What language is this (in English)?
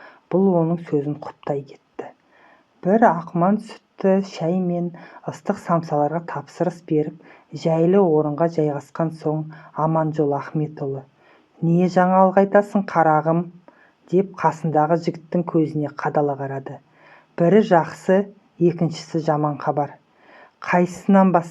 Kazakh